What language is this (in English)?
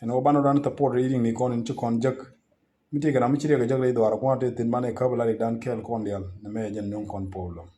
Nuer